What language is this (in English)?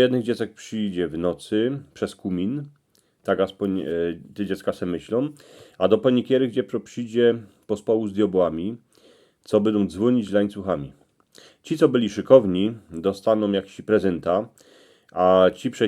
Silesian